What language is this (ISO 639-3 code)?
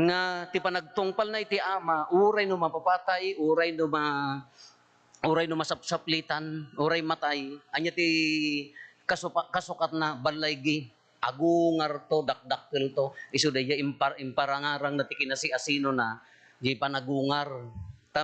ilo